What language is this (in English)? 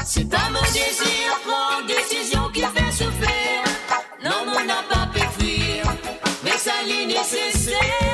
Morisyen